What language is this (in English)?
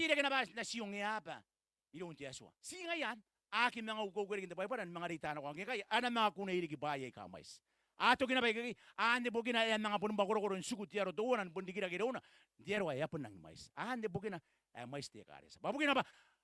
Gilbertese